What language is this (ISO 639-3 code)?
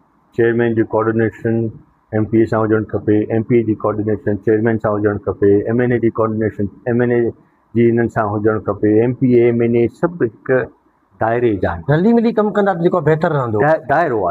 snd